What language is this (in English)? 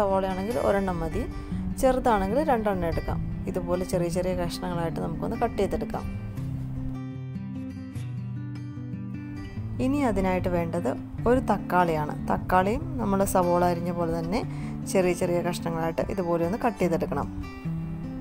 Malayalam